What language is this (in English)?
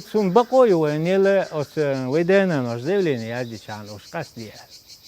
Chechen